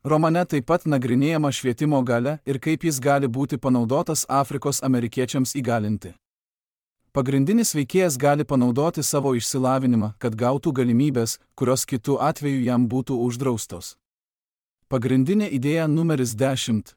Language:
Lithuanian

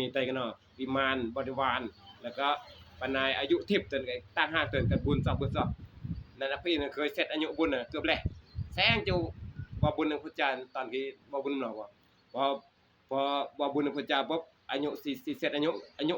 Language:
Northeastern Thai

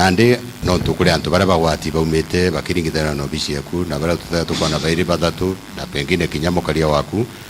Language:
Meru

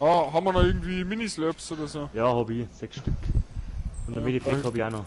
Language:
Bavarian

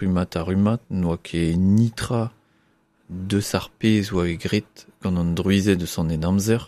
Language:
Breton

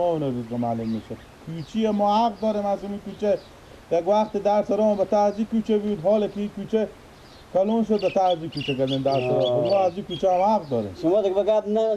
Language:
Persian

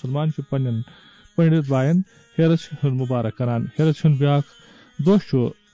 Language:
Kashmiri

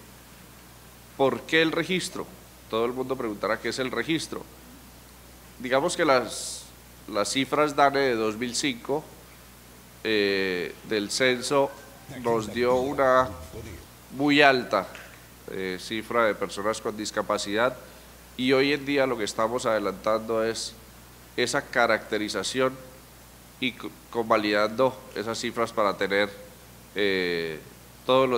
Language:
Spanish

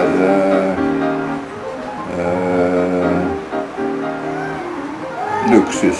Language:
Norwegian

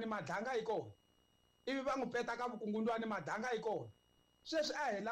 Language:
Tsonga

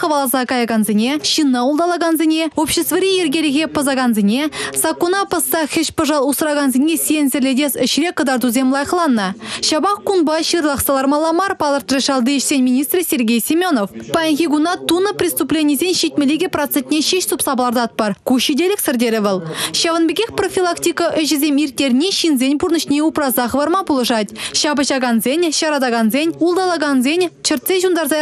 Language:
Chuvash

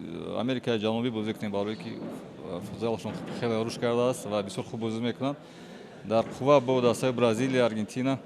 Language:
Tajik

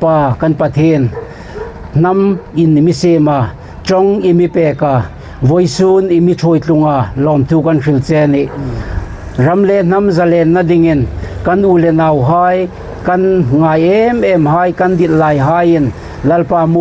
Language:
Hmar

